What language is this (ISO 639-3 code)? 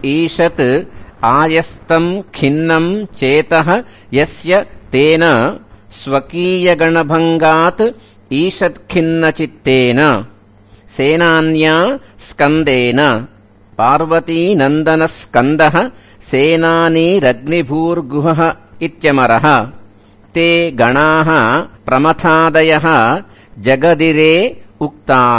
san